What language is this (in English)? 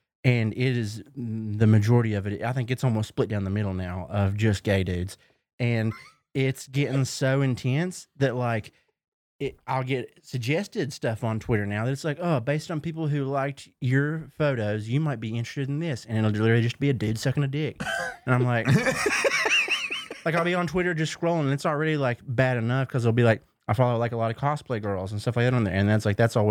English